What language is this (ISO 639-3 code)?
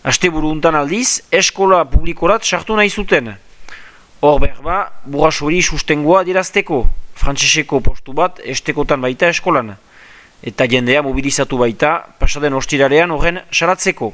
eus